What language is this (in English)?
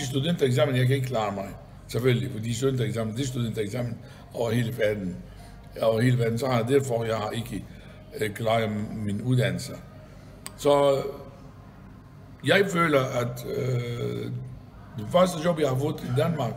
Danish